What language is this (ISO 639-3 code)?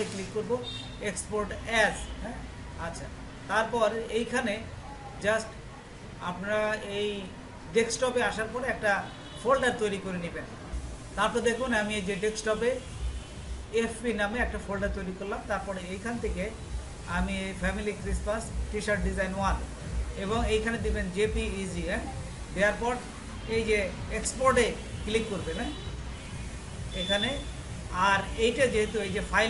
ben